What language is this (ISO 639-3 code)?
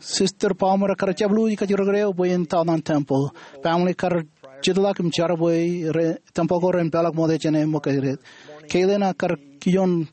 mah